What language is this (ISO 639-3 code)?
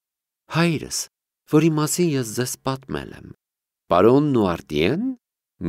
hye